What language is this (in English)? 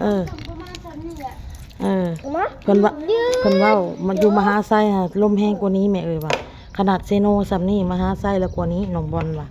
Northeastern Thai